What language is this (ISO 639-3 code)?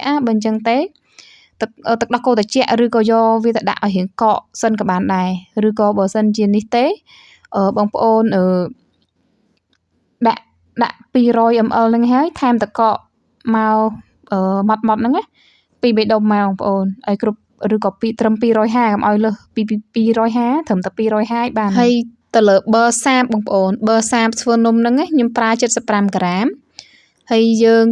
khm